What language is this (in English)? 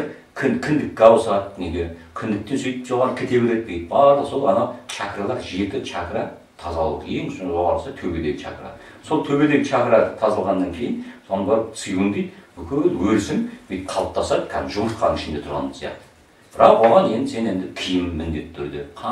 Kazakh